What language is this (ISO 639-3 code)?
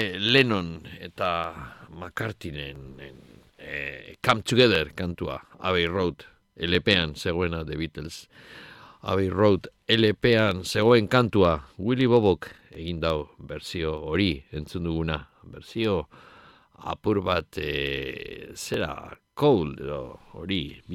eus